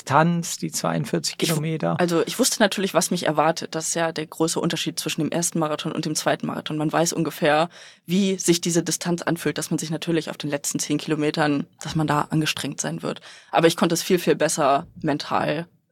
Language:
German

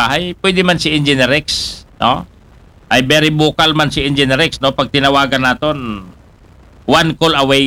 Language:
Aklanon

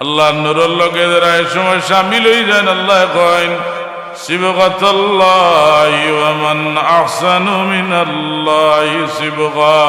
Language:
Sylheti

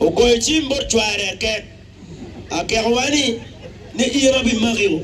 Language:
Acoli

